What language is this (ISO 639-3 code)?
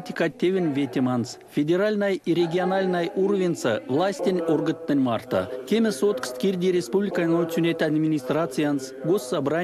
myv